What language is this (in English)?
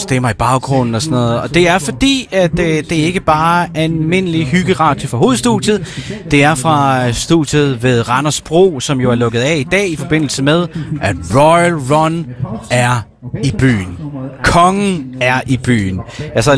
Danish